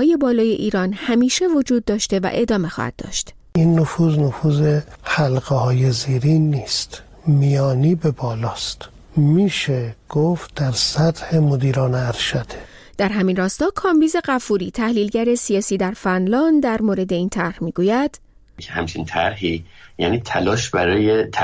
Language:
Persian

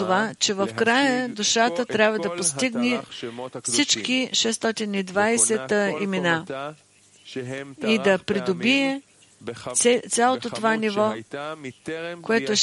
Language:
Bulgarian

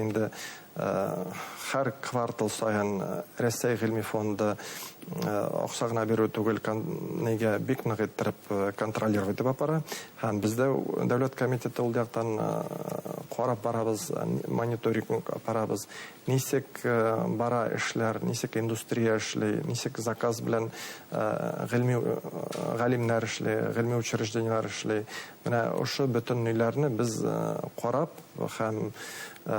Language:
Bashkir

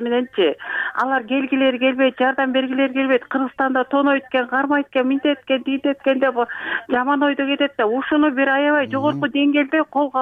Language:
Kyrgyz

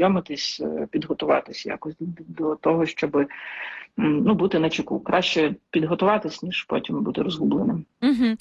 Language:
Ukrainian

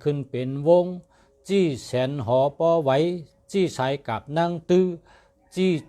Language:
Shan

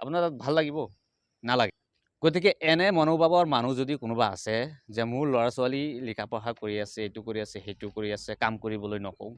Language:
Assamese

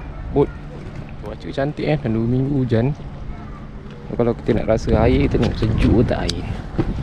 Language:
Malay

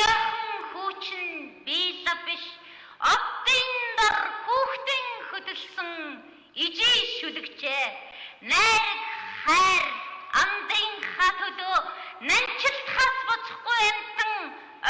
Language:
Mongolian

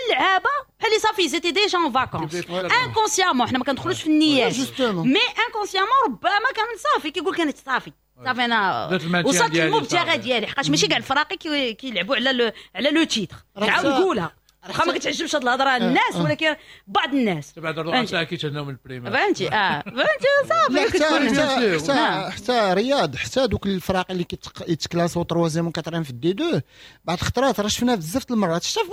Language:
Moroccan Arabic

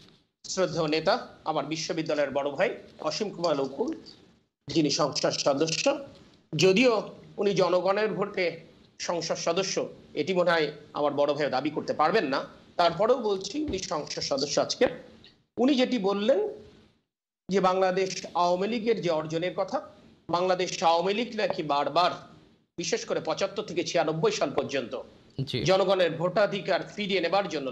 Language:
Bangla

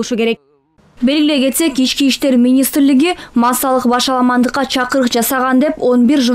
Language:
Kyrgyz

